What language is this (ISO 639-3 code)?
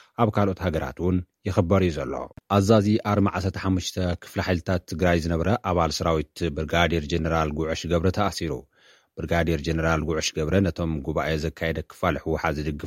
tir